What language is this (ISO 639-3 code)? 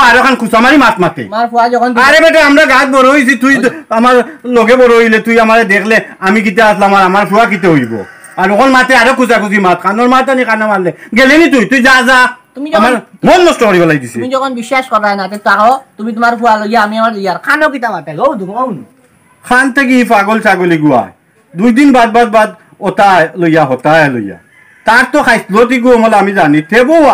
syl